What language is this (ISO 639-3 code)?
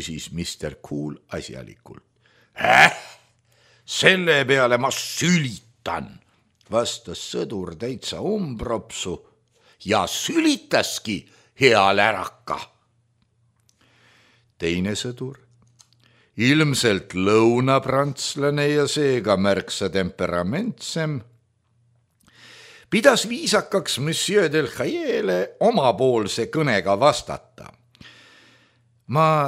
est